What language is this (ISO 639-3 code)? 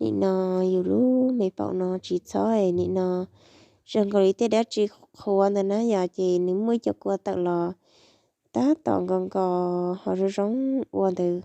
hmn